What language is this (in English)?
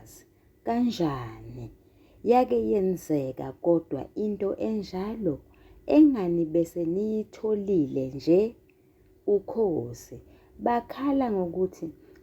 Zulu